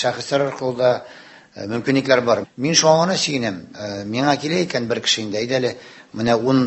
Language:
Tatar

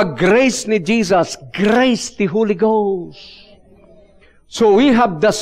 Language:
Iloko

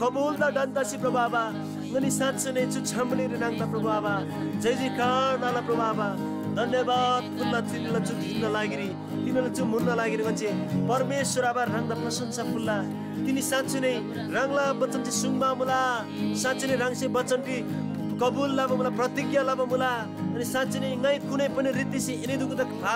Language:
Eastern Tamang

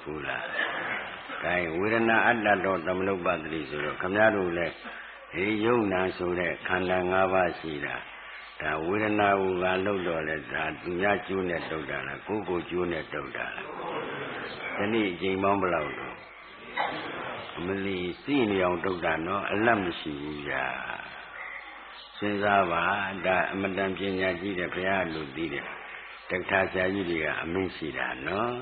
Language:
Burmese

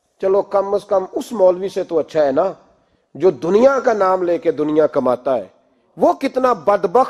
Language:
Urdu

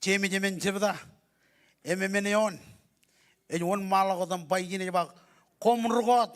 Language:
Marshallese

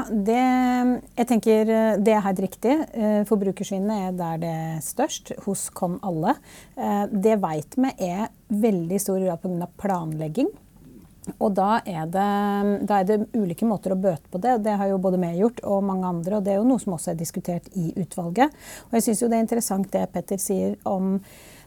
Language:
Norwegian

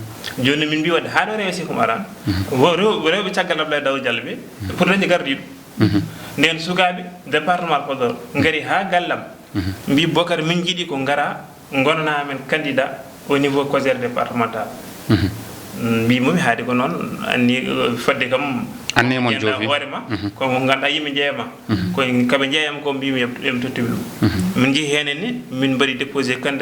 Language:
Fula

